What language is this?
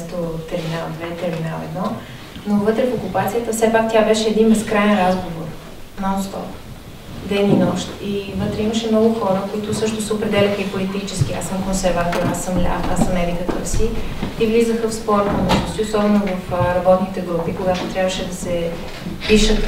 Bulgarian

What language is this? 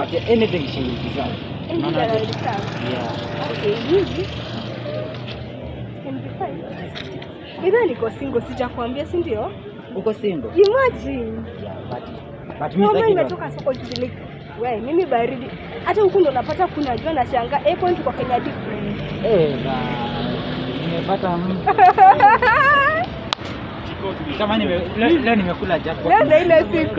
Swahili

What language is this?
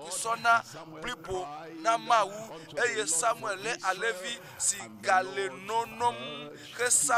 Ewe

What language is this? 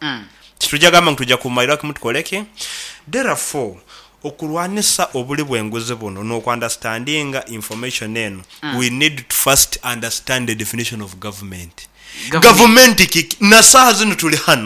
Nyoro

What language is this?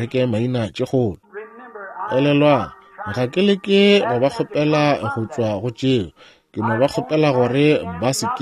Northern Sotho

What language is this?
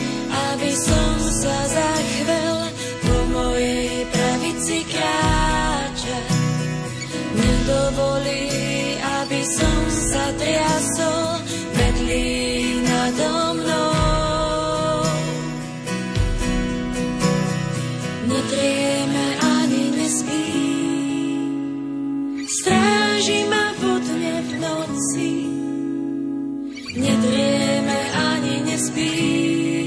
Slovak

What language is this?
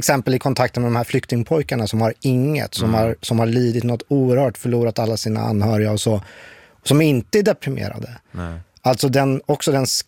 Swedish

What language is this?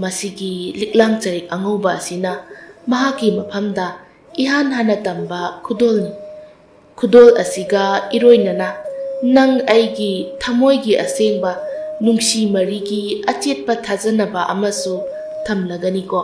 Manipuri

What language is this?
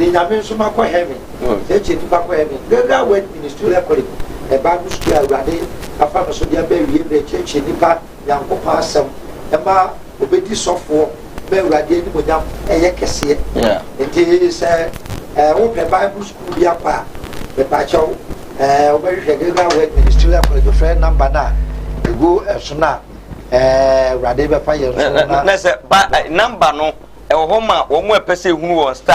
Akan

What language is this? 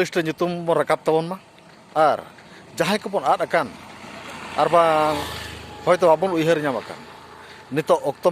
Santali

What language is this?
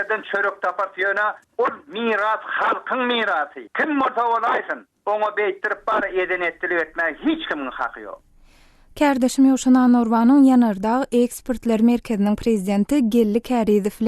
Turkmen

